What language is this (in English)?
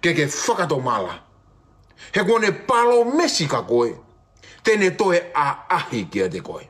Tongan